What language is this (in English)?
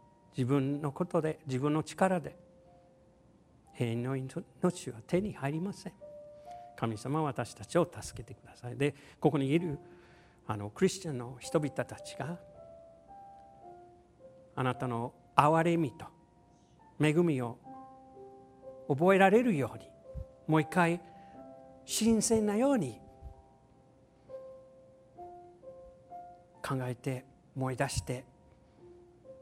Japanese